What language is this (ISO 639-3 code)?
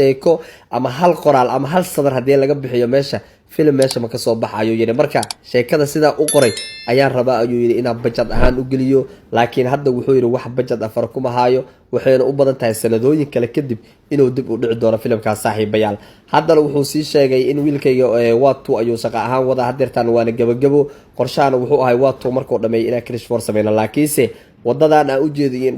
som